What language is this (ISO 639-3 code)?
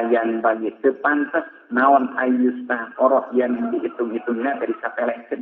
sun